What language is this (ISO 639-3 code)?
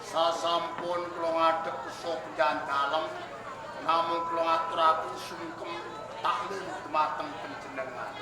jav